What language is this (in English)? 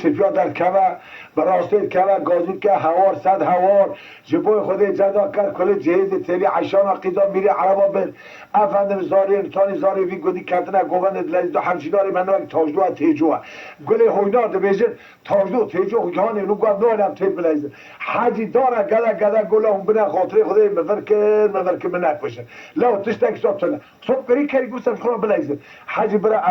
Kurdish